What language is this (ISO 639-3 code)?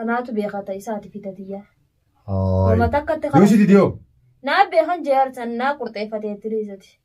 orm